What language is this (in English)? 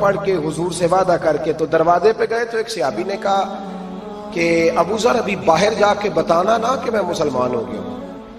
Urdu